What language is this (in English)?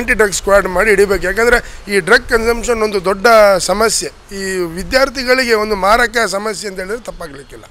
Kannada